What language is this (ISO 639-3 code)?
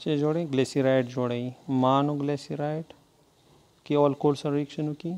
pus